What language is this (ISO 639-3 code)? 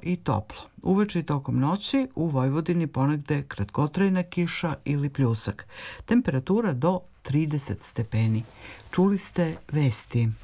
srp